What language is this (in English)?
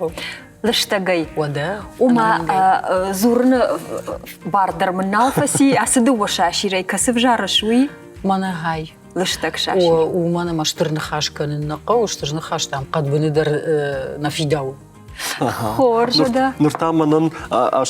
Ossetic